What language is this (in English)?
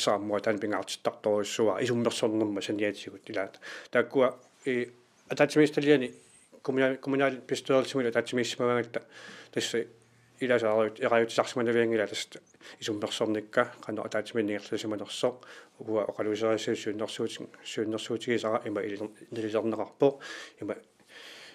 Kalaallisut